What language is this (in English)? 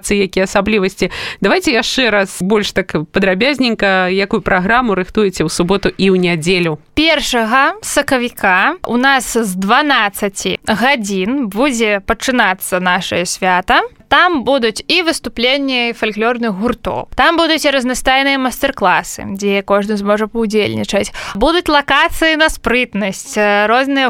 Belarusian